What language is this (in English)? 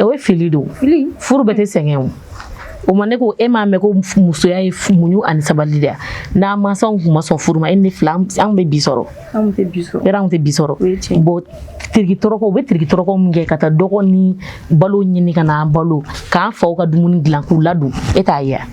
Bambara